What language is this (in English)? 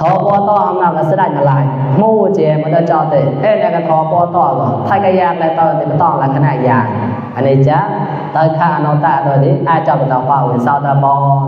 Mon